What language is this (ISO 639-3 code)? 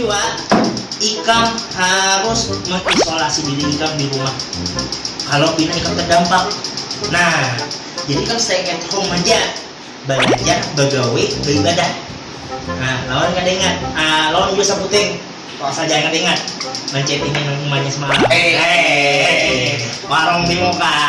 bjn